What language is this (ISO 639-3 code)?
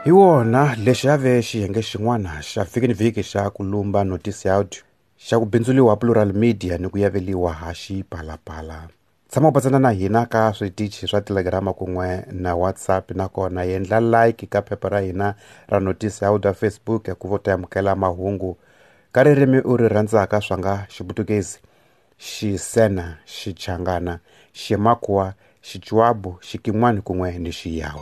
tso